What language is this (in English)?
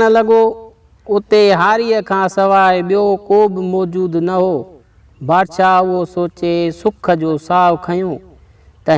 Sindhi